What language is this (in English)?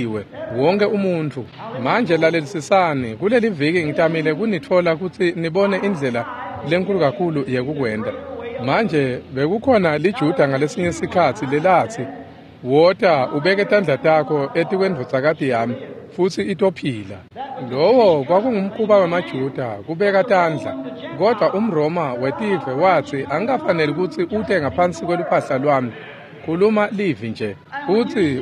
Swati